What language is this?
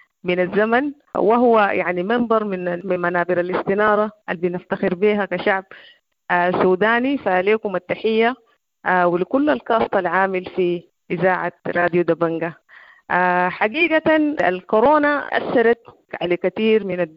Sudanese Arabic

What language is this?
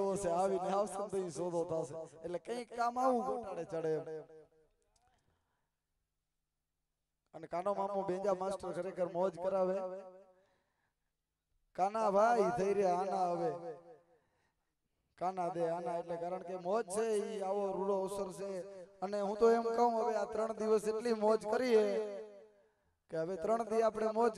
Gujarati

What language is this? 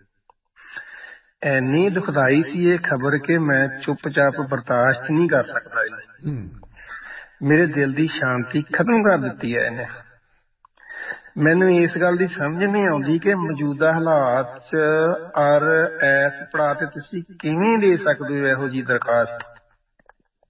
Punjabi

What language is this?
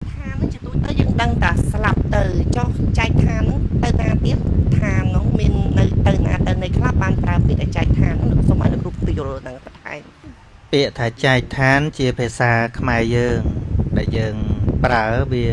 Khmer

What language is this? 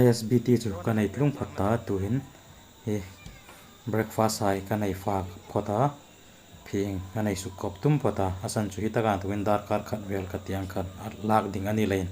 Hmar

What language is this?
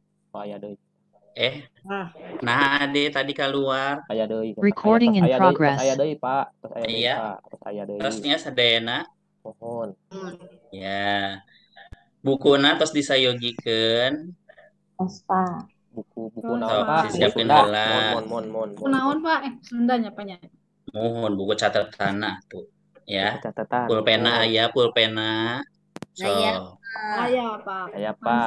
Sundanese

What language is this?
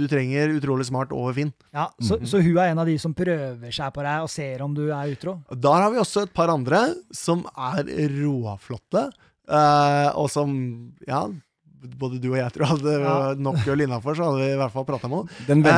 Norwegian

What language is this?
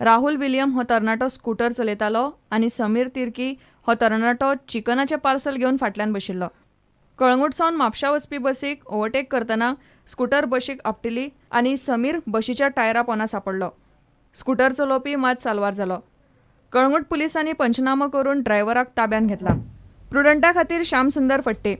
Konkani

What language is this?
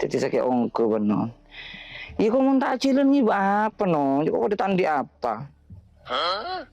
Madurese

